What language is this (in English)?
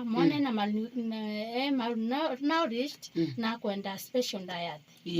Meru